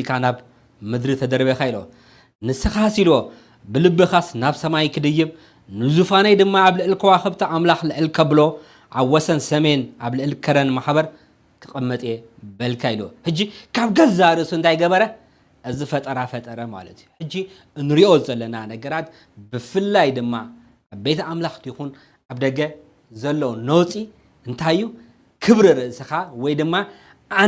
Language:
Tigrinya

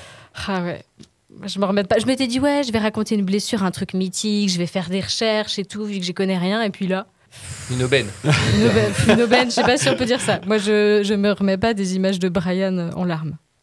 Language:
French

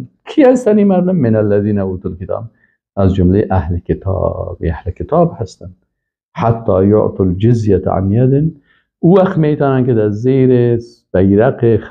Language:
Persian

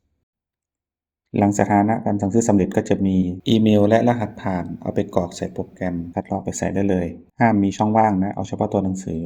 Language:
Lao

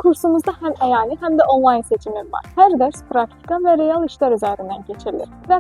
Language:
Azerbaijani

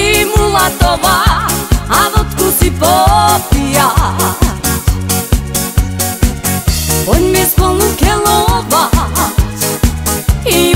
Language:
Slovak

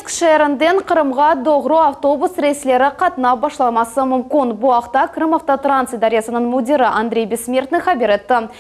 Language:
Crimean Tatar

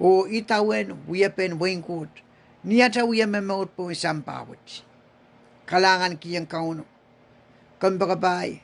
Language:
Pohnpeian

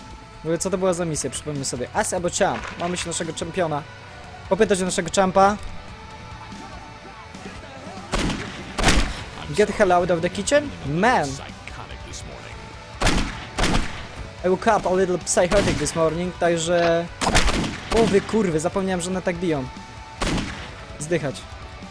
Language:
Polish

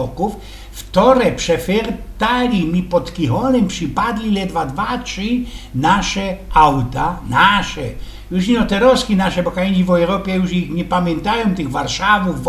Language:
Silesian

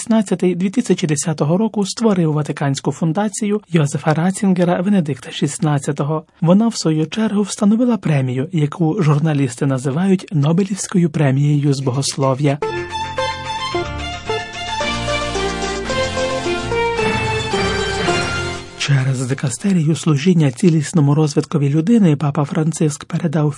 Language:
Ukrainian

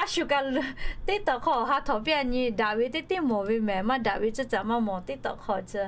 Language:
Lahu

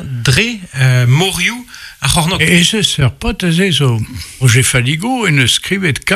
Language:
Breton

